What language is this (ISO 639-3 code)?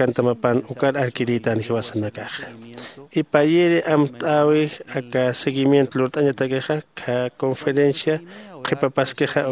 aym